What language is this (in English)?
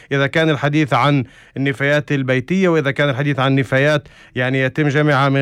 North Levantine Arabic